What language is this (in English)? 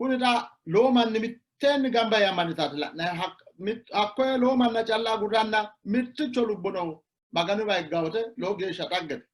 Sidamo